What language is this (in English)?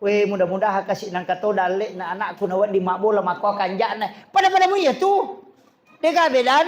Buginese